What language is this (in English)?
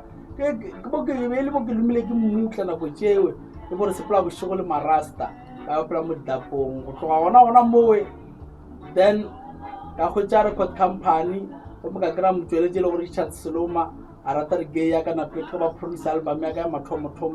Northern Sotho